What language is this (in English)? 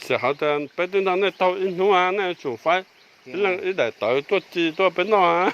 Hmong